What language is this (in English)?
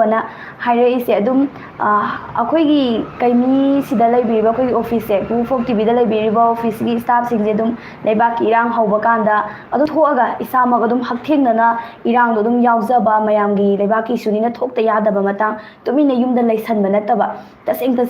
Manipuri